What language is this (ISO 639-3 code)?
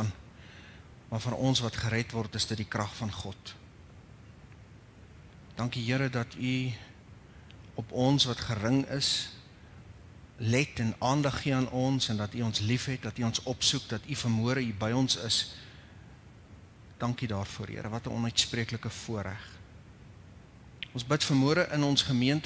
afr